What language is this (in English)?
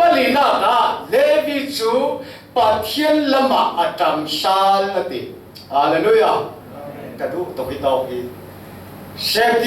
Falam Chin